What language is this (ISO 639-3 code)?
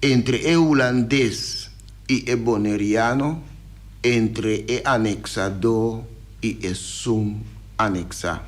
pap